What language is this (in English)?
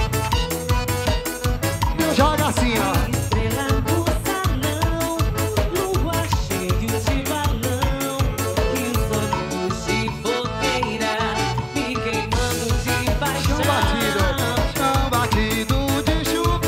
Portuguese